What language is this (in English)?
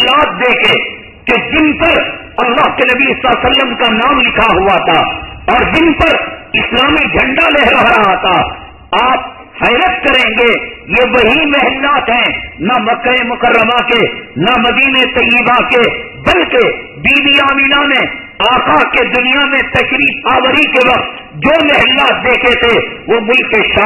Urdu